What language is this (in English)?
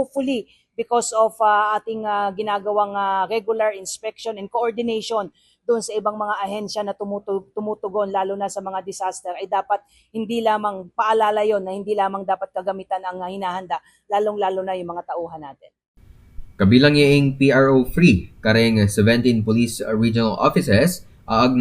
Pampanga